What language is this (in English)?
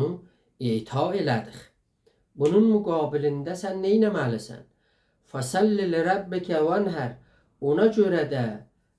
South Azerbaijani